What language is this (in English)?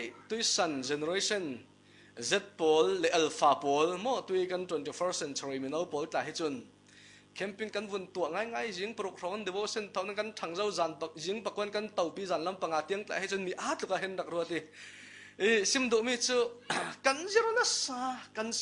Falam Chin